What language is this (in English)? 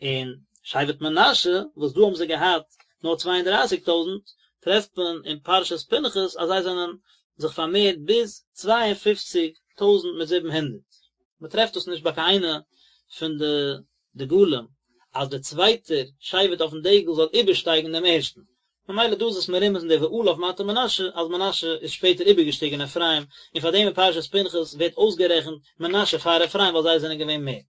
Yiddish